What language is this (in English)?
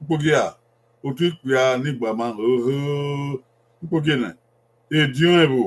Bini